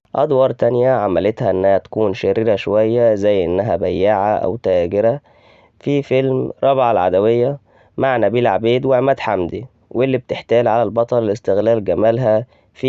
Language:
Egyptian Arabic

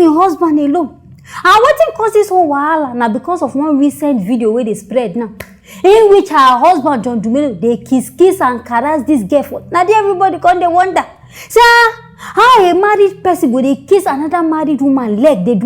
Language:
Nigerian Pidgin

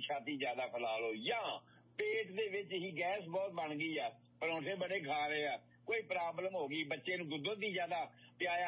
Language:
Punjabi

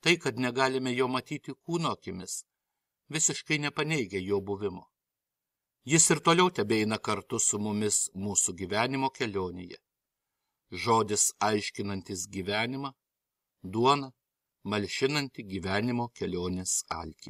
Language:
Lithuanian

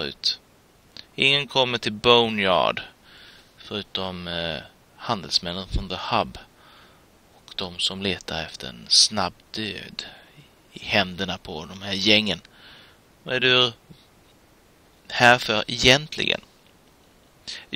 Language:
Swedish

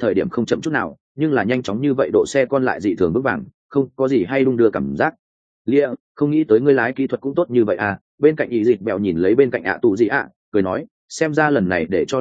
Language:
Vietnamese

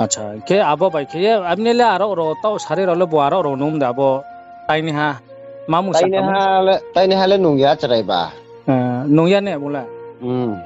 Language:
Riang (India)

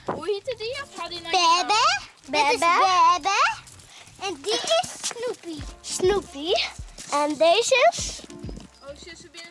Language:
Western Frisian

